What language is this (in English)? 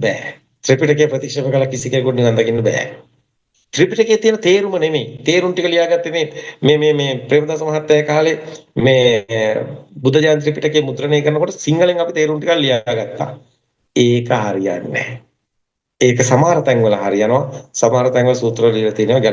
Sinhala